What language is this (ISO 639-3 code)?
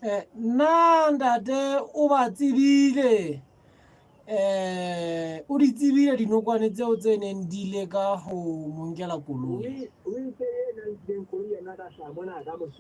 sot